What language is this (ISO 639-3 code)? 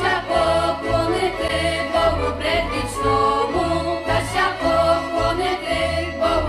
rue